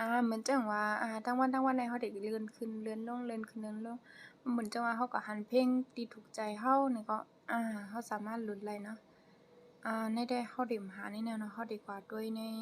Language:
Shan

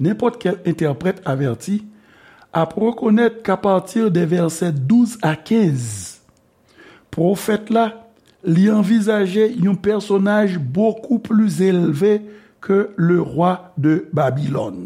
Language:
Haitian Creole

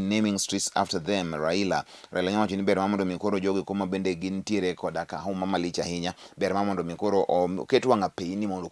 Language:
Luo (Kenya and Tanzania)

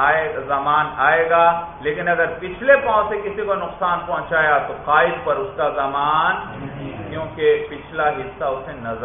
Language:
Urdu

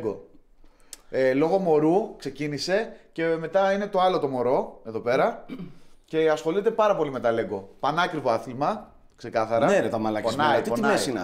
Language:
Greek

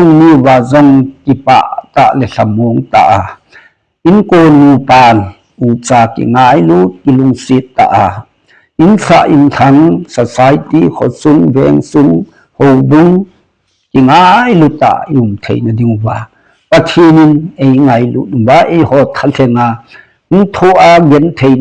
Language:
Thado Chin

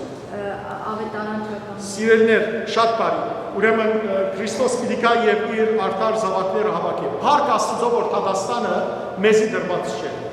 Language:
Western Armenian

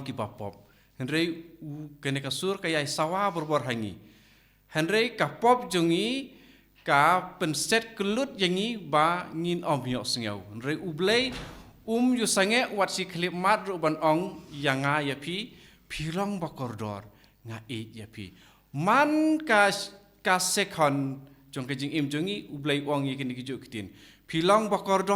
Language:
Khasi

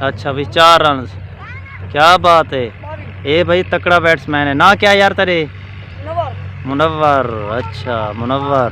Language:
Saraiki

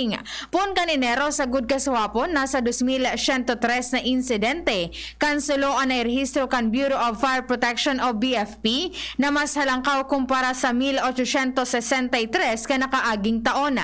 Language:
Bikol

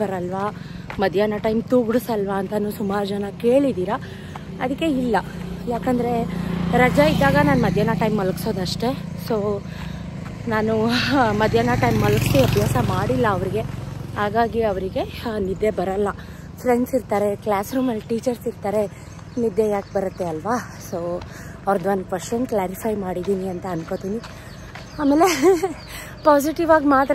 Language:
Kannada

